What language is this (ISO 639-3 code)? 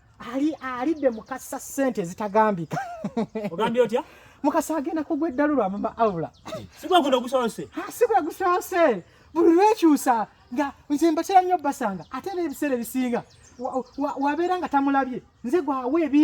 lug